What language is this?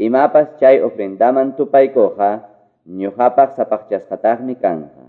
Quechua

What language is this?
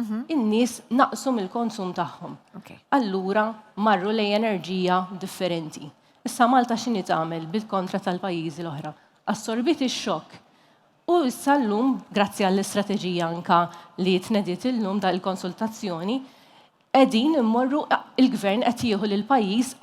Maltese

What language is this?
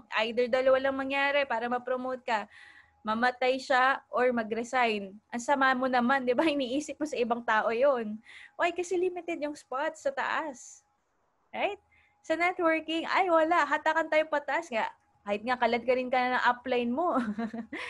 Filipino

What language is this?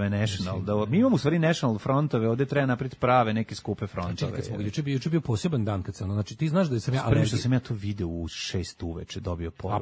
Serbian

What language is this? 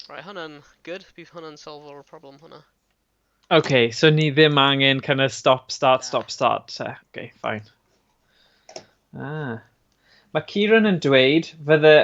Welsh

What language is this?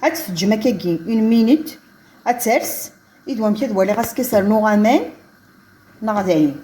Kabyle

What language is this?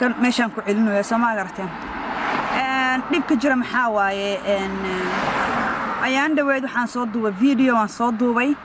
Somali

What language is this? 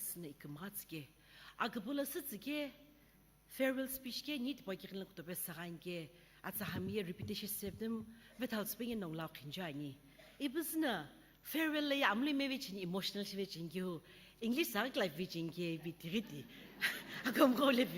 Sumi Naga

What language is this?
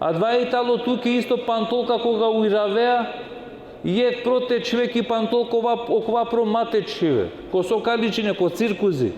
Balkan Romani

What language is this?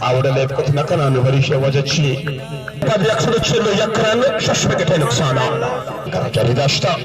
Baluchi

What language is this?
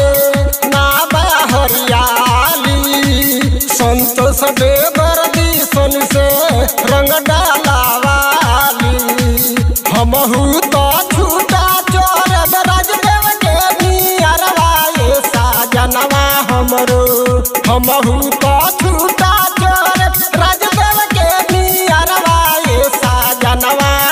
Bhojpuri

